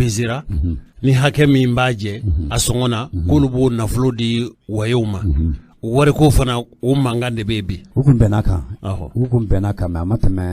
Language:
Bambara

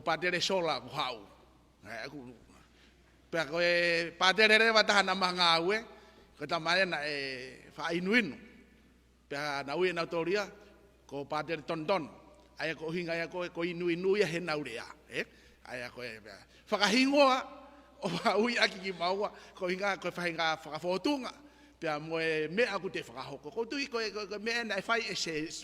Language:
Tongan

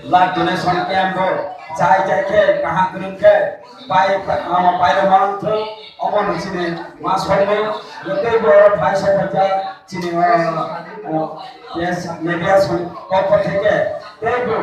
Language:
Kok Borok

